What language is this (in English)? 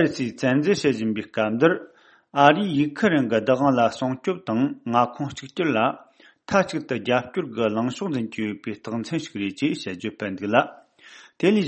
Tibetan